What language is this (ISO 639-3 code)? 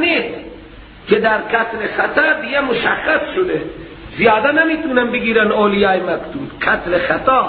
fas